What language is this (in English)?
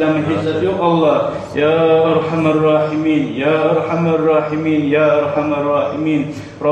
Kumyk